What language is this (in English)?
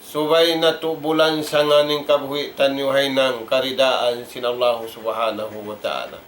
Tausug